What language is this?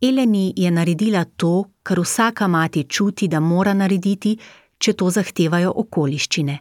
Slovenian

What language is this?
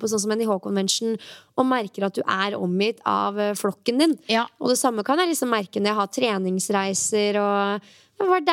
Norwegian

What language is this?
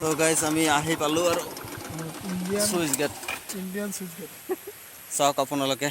Assamese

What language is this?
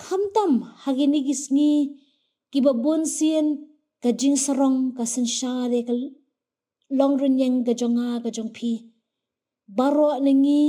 Khasi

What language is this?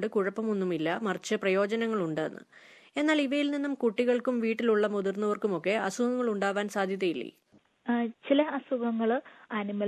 Malayalam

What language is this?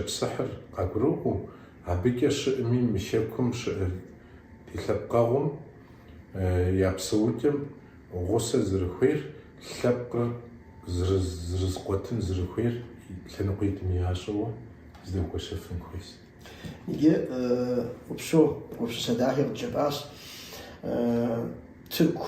Kabardian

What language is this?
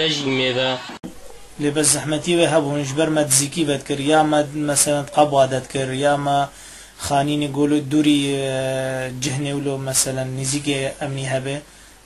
Kurdish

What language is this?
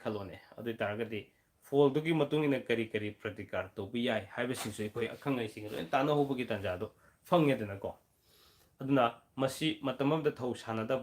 Manipuri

